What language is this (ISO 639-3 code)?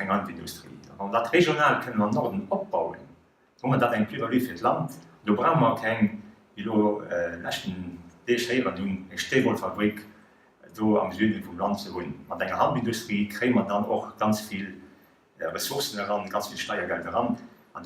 ltz